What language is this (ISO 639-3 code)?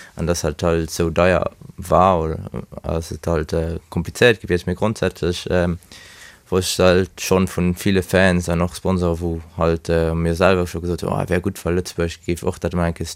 ltz